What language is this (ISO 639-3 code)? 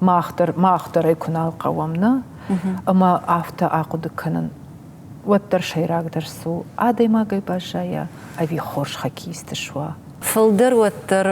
oss